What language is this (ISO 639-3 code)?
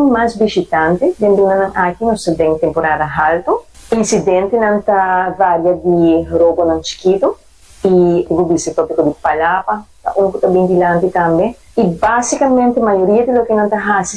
pap